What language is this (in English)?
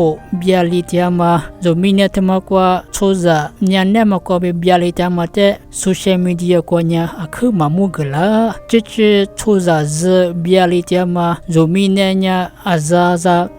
Lisu